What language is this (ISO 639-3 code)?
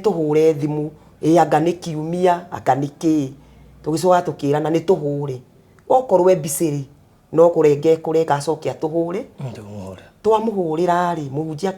kik